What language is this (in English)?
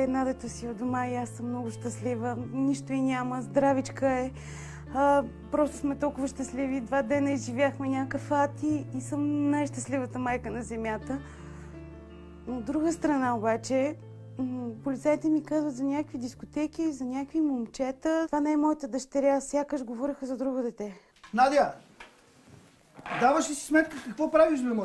Bulgarian